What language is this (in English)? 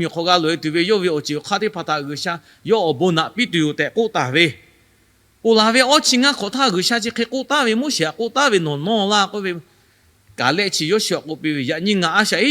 Lahu